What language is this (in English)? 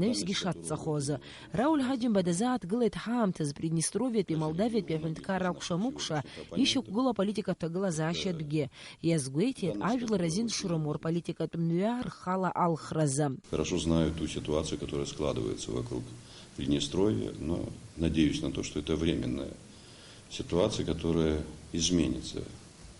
Abkhazian